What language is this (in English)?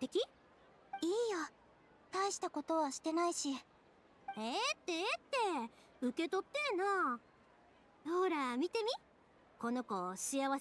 Japanese